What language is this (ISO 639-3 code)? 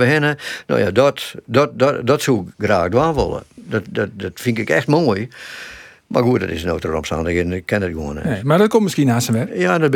fry